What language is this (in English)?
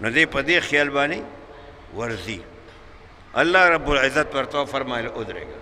Pashto